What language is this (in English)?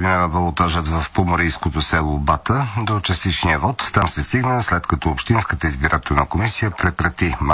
Bulgarian